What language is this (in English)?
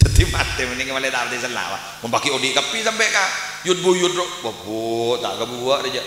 Madurese